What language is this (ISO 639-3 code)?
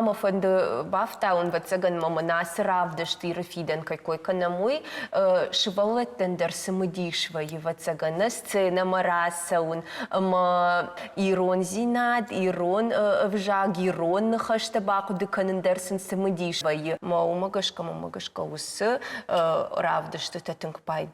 oss